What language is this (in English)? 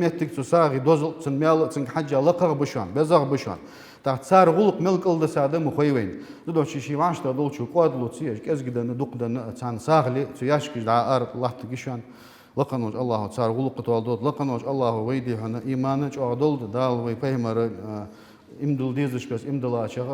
Ingush